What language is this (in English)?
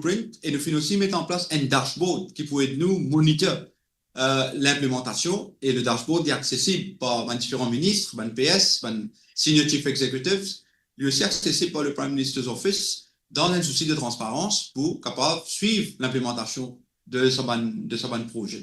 Morisyen